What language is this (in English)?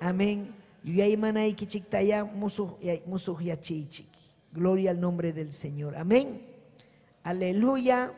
Ayacucho Quechua